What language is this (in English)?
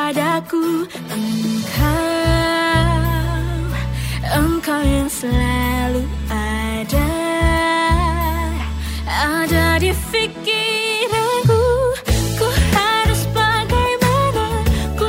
Indonesian